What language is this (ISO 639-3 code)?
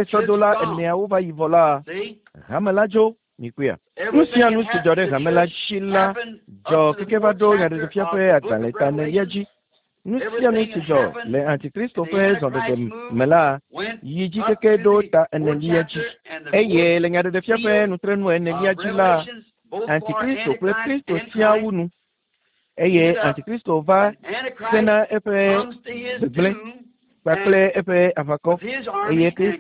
ewe